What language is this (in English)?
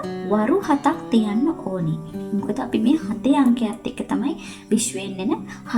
Sinhala